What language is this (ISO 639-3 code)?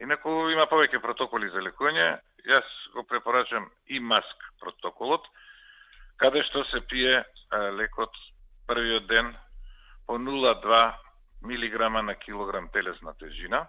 mkd